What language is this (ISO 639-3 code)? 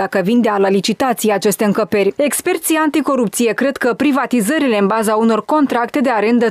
ron